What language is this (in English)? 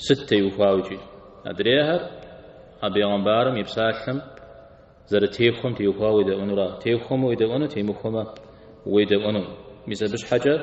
Kabardian